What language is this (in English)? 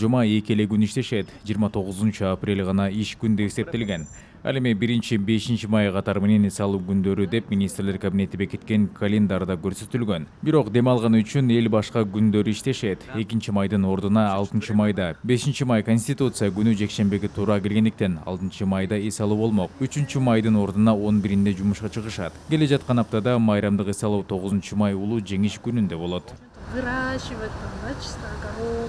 Kyrgyz